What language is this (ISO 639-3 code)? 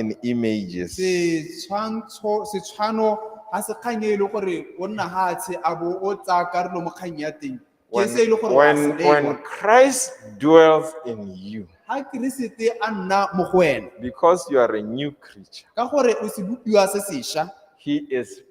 tsn